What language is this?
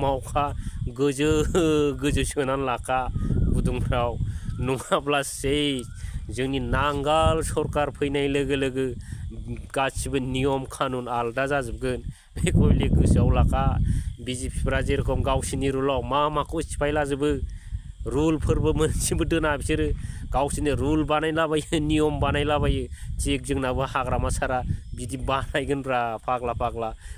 Bodo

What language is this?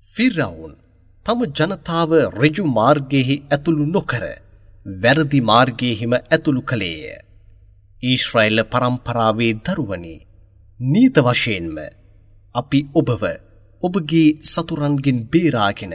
Sinhala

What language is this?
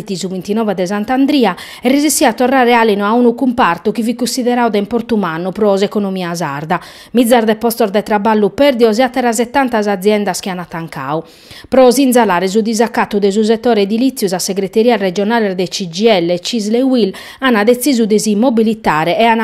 Sardinian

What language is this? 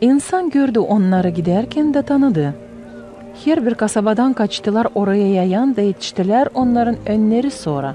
Gagauz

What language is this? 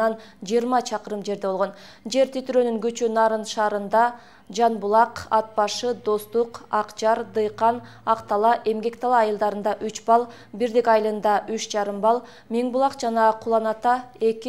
Kyrgyz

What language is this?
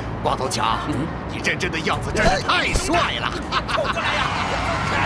Chinese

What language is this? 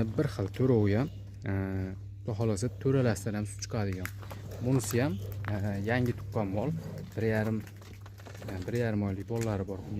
Uzbek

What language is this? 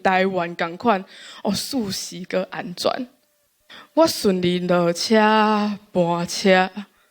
Min Nan Chinese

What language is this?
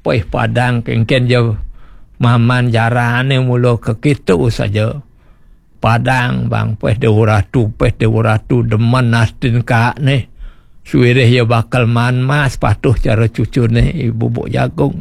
Balinese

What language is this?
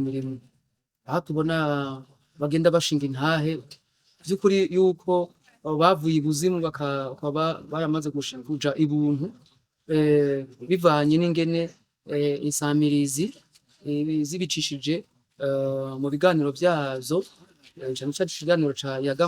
Rundi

